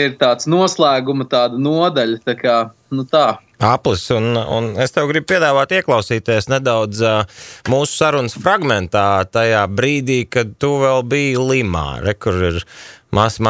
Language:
Latvian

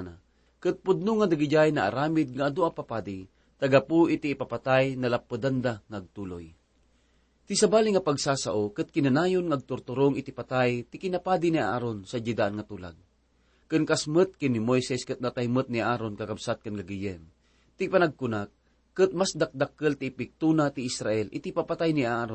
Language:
Iloko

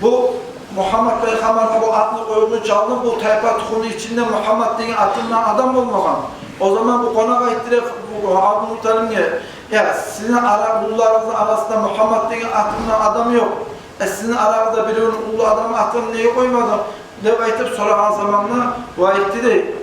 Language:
Kumyk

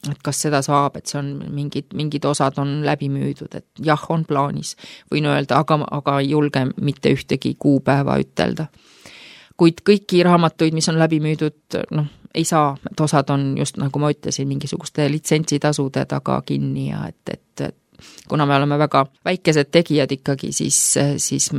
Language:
Estonian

